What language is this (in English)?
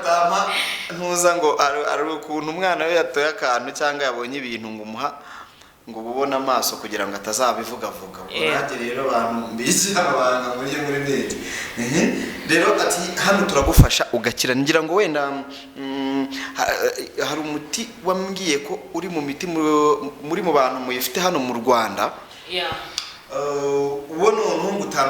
Kinyarwanda